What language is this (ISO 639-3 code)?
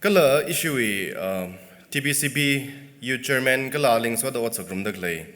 nmf